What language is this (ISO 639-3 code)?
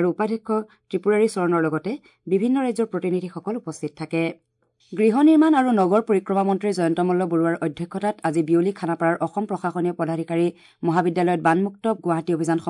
asm